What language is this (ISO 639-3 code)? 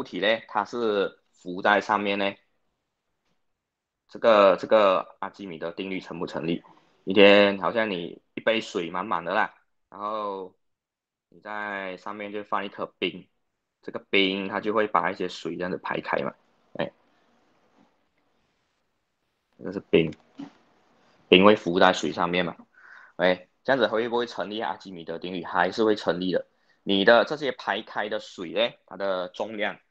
zho